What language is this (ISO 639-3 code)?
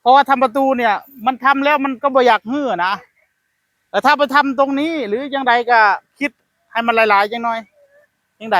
tts